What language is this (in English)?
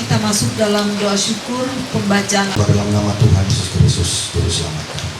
Ma'anyan